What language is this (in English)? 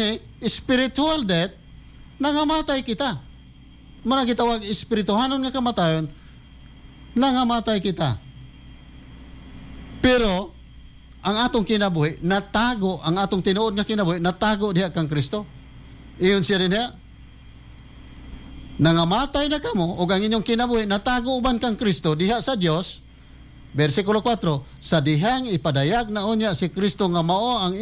Cebuano